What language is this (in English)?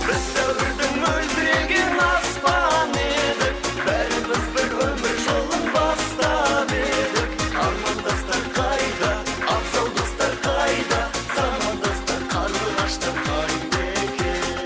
Kara-Kalpak